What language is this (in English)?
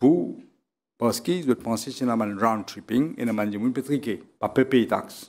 Morisyen